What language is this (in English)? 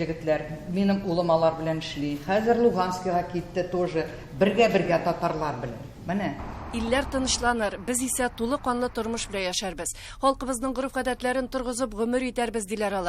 Tatar